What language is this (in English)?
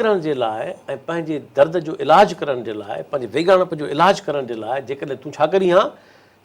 Sindhi